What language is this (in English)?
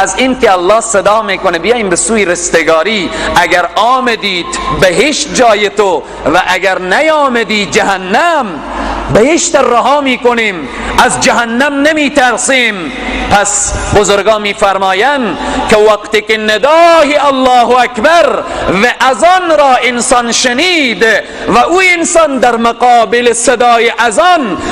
Persian